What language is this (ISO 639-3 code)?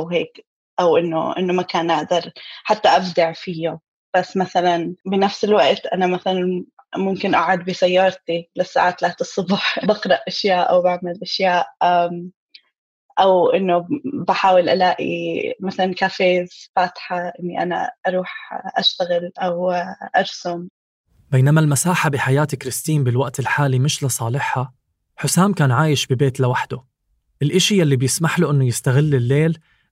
apc